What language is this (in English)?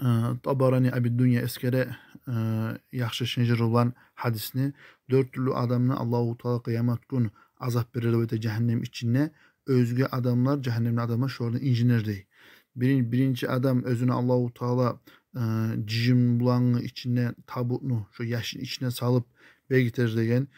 Kumyk